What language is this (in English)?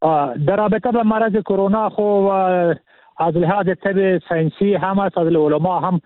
Persian